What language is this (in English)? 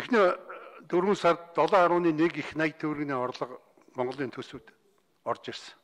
Mongolian